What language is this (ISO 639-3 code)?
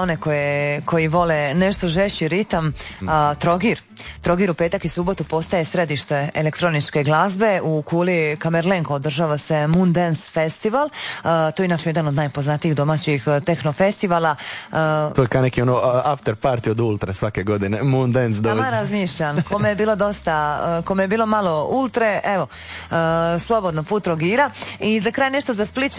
hrv